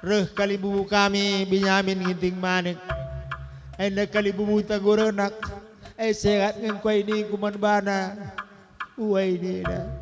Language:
Batak Karo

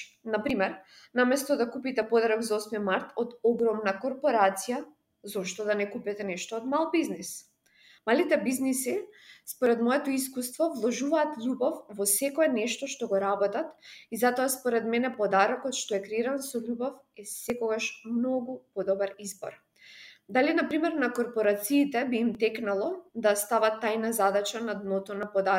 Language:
Macedonian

